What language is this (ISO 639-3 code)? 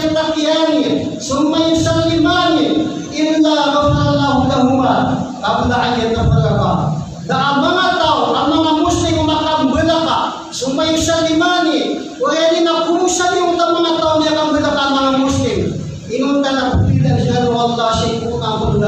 mrw